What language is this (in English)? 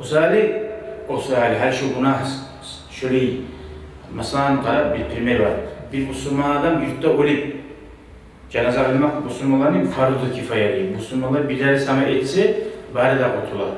Kumyk